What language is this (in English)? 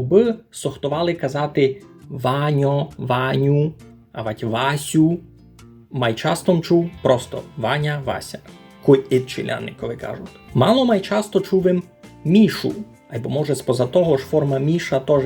Rusyn